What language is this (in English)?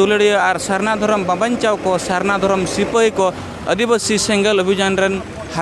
Santali